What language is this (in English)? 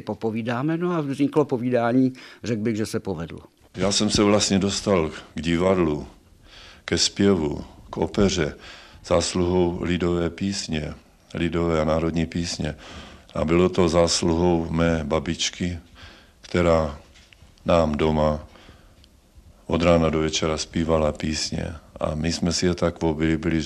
Czech